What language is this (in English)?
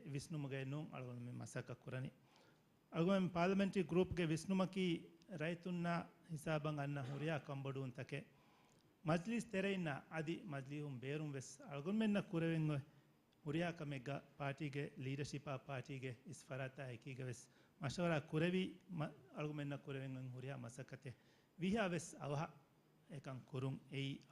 Divehi